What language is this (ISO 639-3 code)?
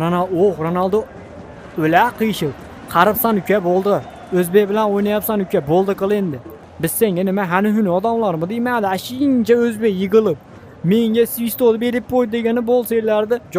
uzb